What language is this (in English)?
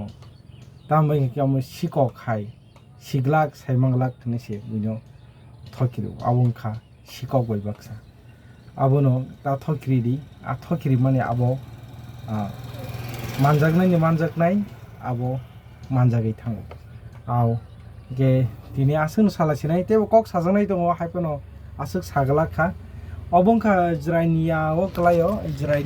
Kok Borok